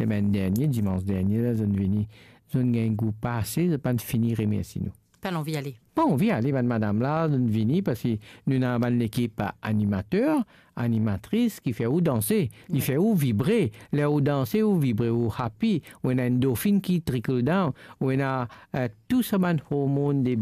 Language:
Morisyen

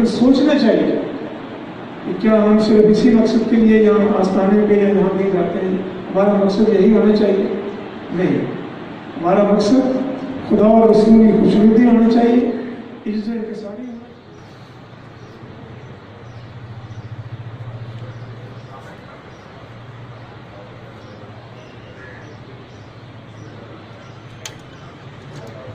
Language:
Urdu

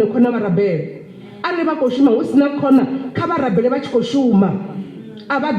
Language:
Venda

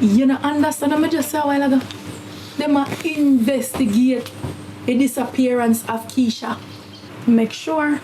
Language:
Jamaican Creole English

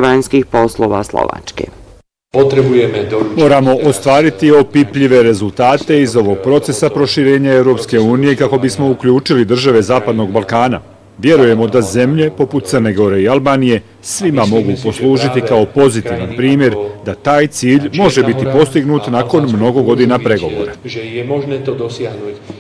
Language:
Bosnian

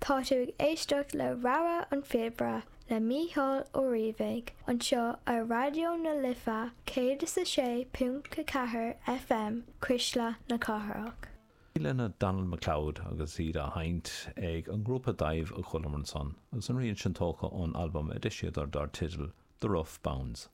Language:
Irish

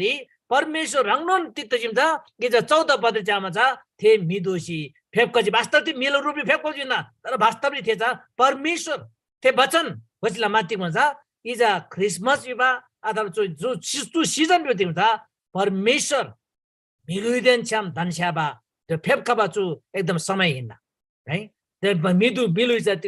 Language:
Eastern Tamang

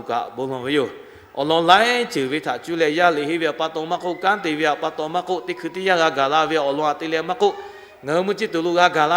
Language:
Lahu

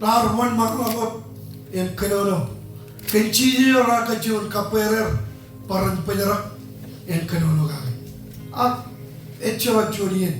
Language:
Marshallese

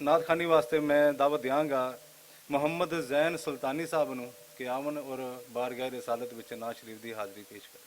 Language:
Western Panjabi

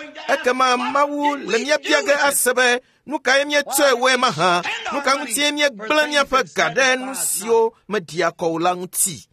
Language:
Ewe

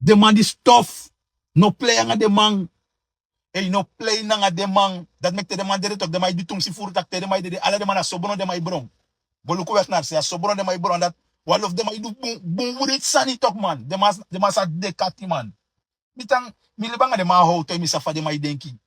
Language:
Sranan Tongo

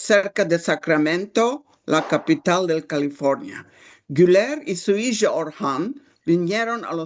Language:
Ladino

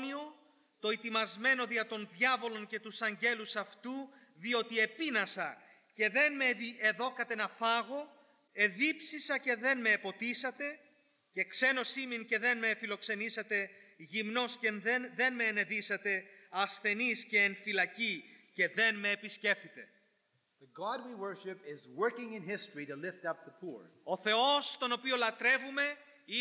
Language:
Greek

